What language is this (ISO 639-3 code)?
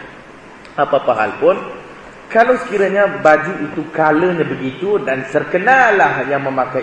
msa